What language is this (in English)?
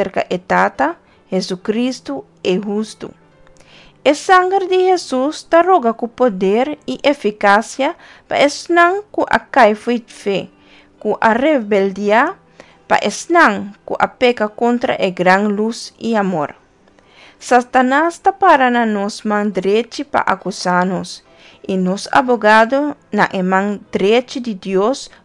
Papiamento